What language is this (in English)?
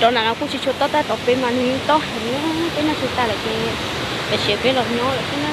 Hmong